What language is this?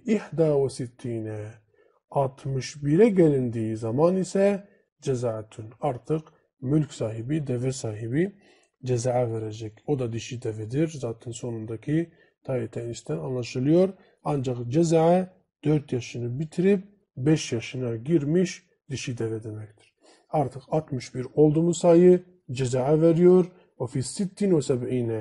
Turkish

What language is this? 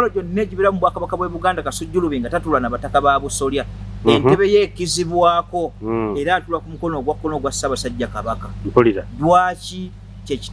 Ganda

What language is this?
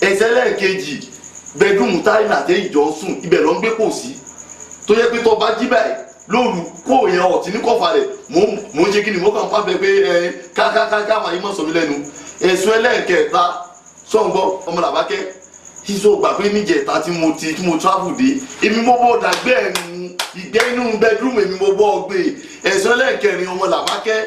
Yoruba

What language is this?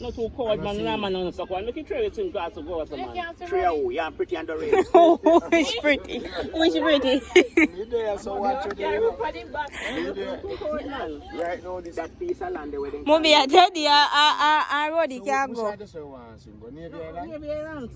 Jamaican Creole English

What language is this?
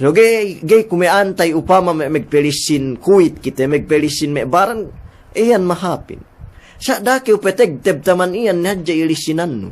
Yakan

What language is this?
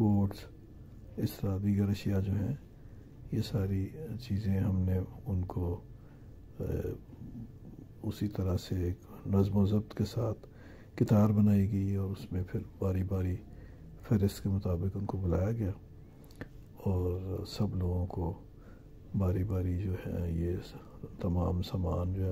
Urdu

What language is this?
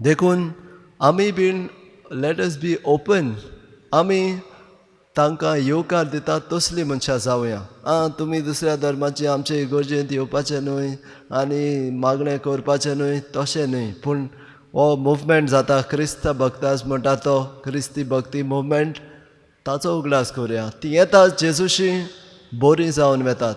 Konkani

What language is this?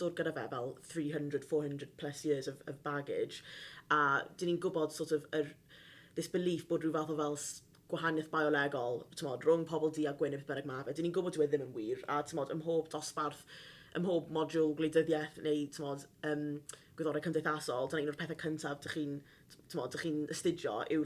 Welsh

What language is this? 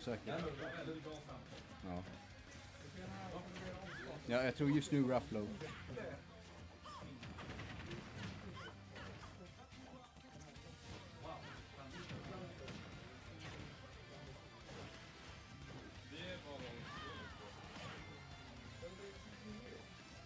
Swedish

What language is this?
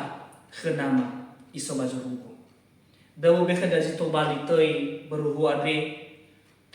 Nias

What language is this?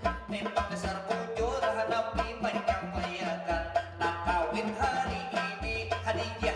Banjar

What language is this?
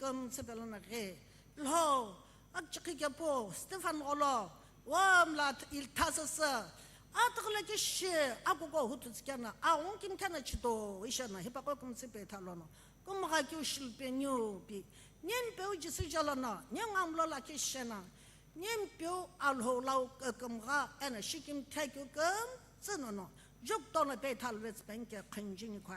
Sumi Naga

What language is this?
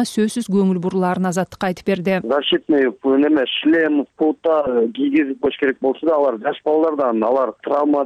Kyrgyz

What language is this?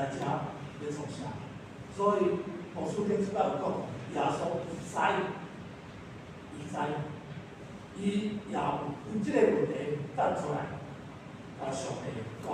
Min Nan Chinese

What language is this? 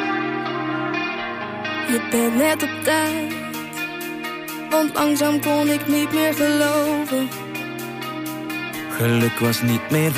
Dutch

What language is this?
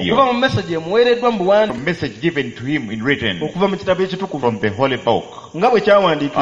Ganda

